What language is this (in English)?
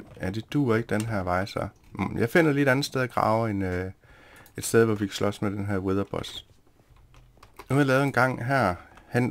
Danish